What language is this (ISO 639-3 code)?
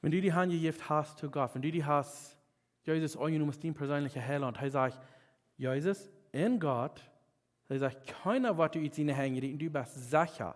pdt